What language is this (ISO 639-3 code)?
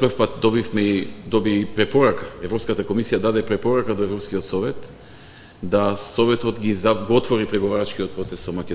mkd